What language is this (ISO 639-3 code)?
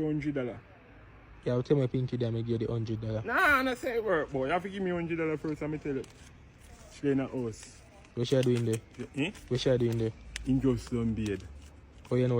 jam